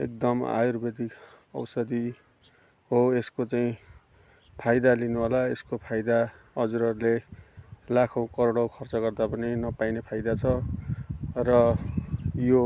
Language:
Nepali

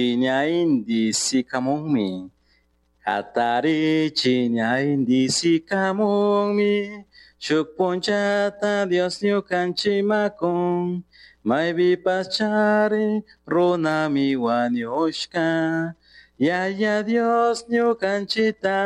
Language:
Chimborazo Highland Quichua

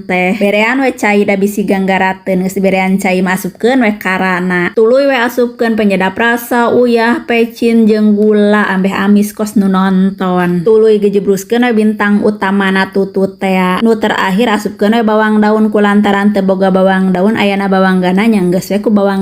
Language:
Sundanese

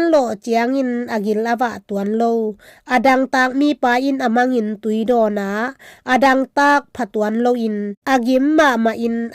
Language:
Tedim Chin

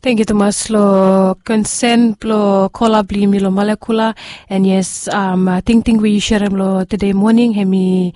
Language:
Bislama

